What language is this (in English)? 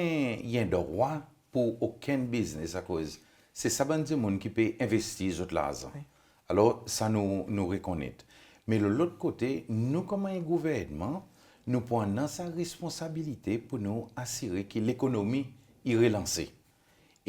Seselwa Creole French